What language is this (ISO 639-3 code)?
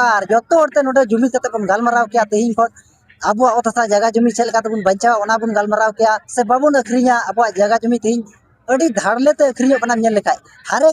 sat